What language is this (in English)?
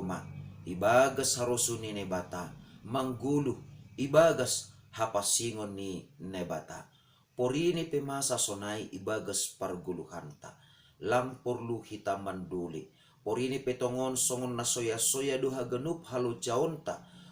Batak Simalungun